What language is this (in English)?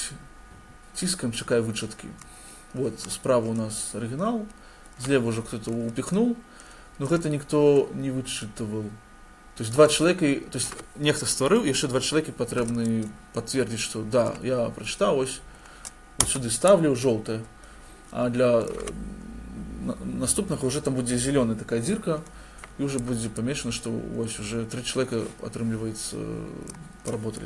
Belarusian